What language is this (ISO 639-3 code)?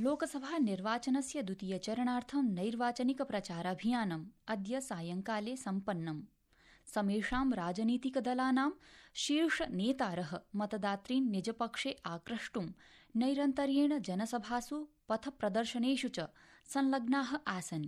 san